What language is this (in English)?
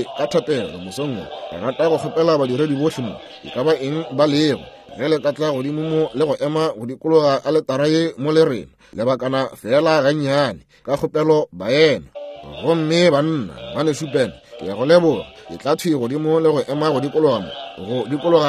Northern Sotho